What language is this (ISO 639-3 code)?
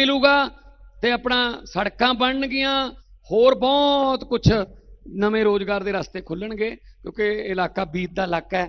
pan